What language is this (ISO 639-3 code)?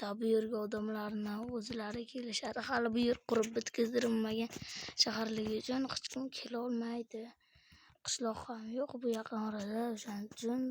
uzb